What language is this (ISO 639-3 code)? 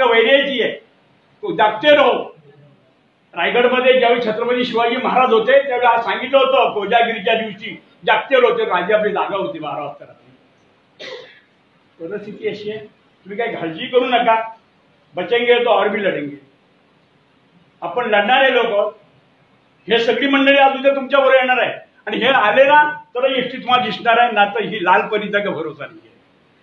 mar